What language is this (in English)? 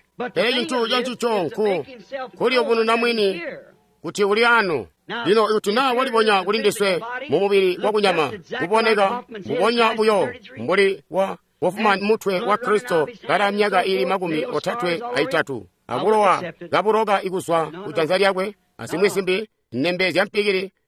Tonga (Zambia)